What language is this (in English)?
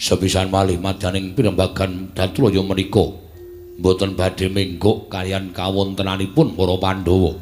Javanese